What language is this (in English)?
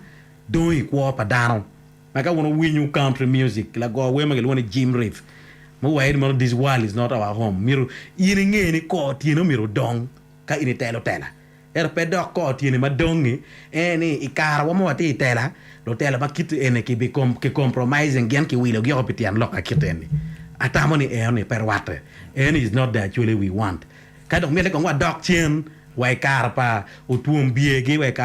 Acoli